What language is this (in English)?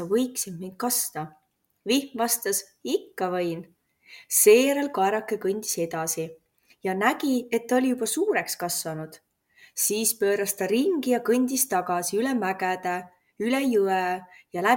Estonian